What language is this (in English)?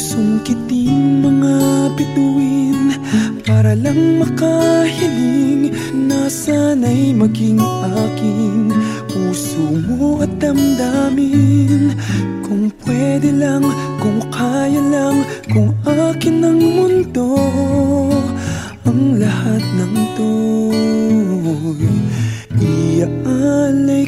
Filipino